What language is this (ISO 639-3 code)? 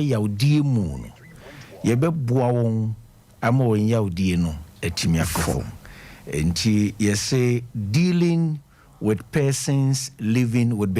aka